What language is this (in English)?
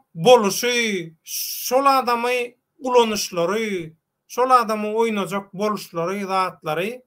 Turkmen